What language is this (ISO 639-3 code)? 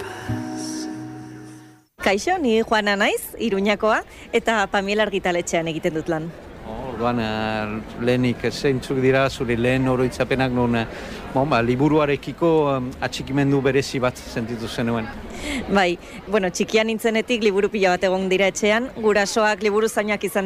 eus